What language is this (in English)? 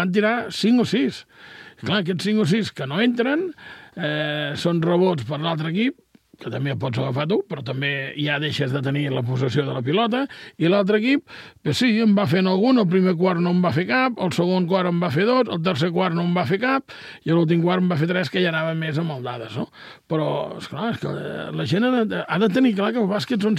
Catalan